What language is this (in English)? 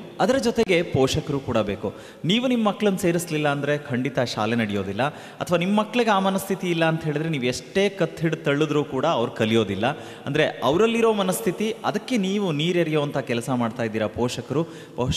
Kannada